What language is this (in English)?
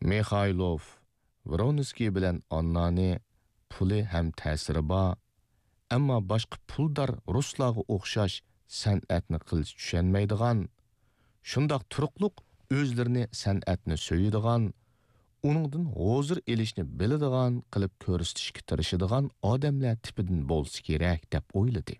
Uyghur